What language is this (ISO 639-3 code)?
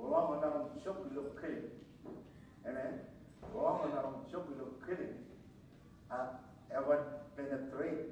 mah